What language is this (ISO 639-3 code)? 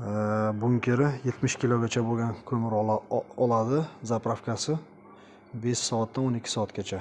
uzb